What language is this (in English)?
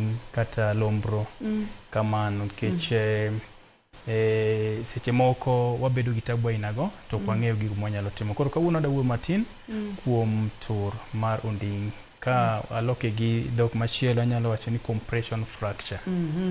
Luo (Kenya and Tanzania)